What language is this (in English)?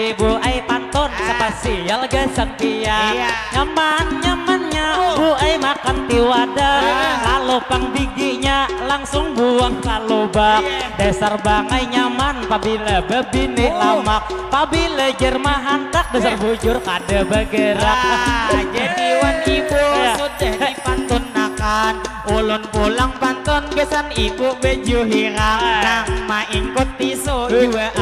Banjar